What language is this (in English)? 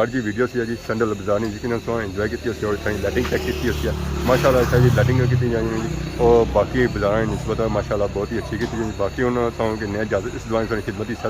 Pahari-Potwari